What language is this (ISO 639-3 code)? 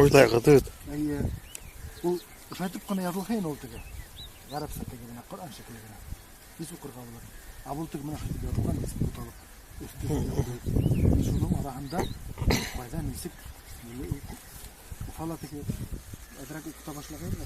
bak